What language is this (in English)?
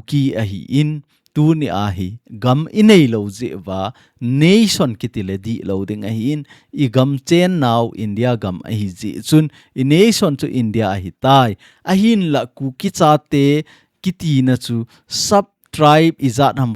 Thado Chin